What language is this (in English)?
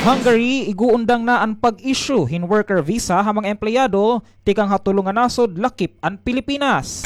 Waray